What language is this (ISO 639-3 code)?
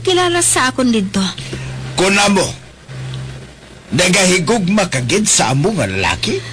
hil